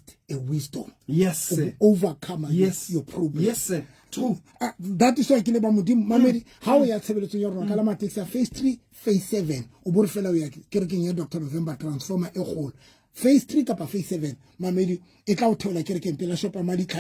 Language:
Southern Sotho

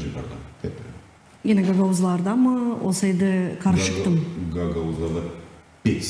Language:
Gagauz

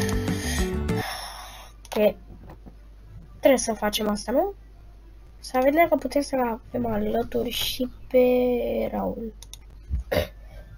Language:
Romanian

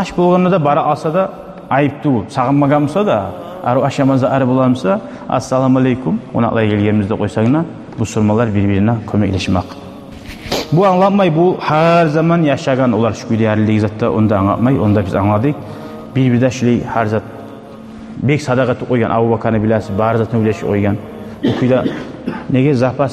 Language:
Kumyk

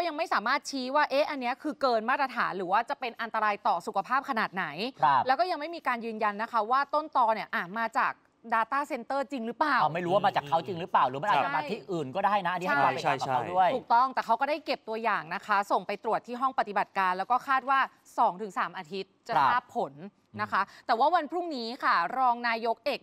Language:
Thai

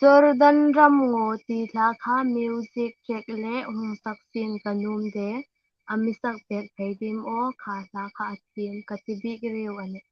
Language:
Hmar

